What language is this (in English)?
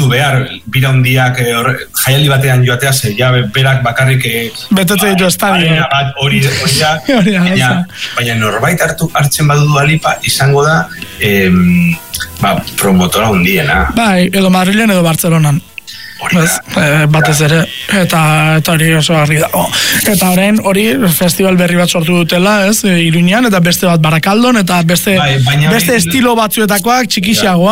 Basque